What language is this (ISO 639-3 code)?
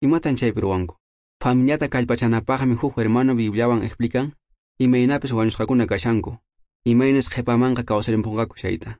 que